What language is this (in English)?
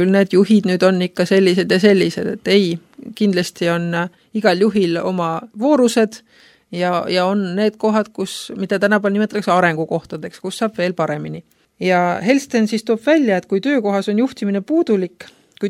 Estonian